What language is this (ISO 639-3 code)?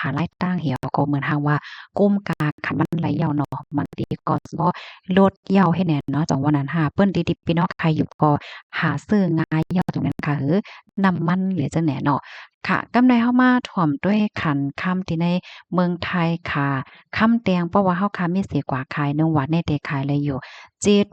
shn